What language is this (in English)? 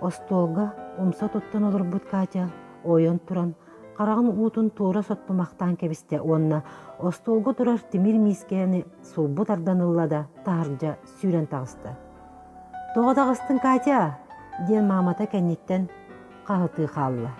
Yakut